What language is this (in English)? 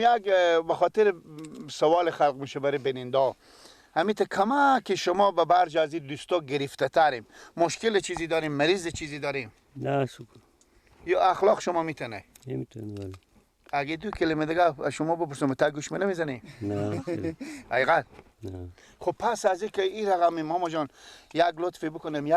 Persian